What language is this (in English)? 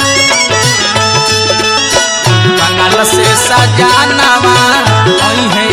Bhojpuri